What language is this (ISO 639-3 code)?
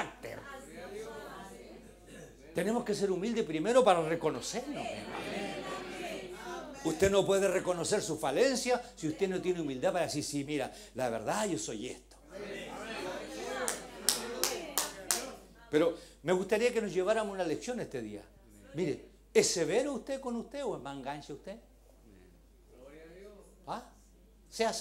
spa